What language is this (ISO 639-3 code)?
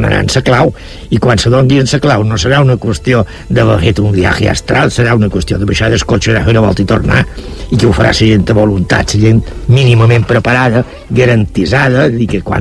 cat